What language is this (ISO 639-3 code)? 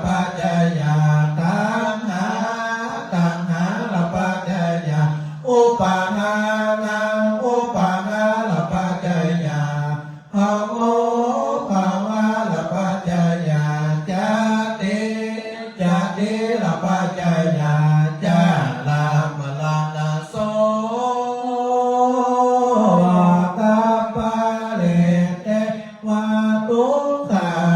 pli